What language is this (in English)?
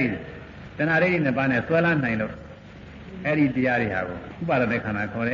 Burmese